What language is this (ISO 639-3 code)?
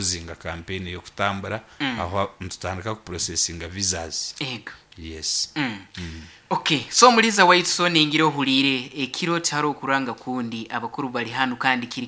nyn